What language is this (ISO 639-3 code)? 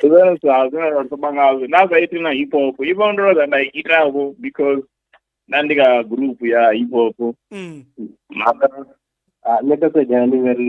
ven